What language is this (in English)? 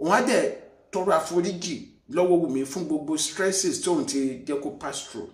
Yoruba